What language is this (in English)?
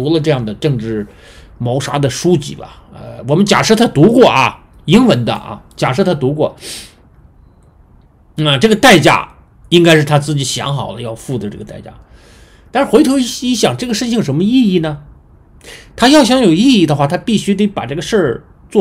Chinese